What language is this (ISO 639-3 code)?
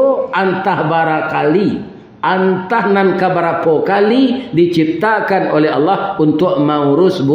min